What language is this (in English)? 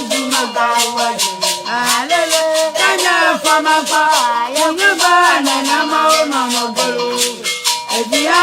Ewe